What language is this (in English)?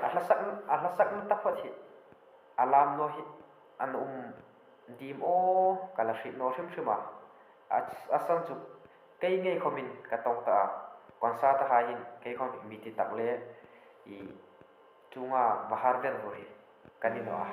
Hmar